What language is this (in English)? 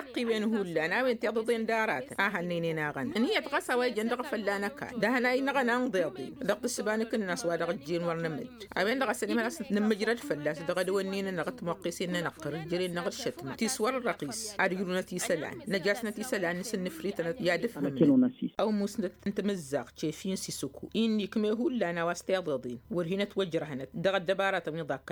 Tamasheq